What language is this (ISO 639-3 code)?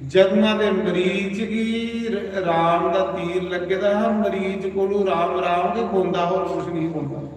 doi